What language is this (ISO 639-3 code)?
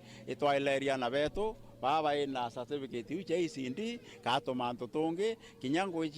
mer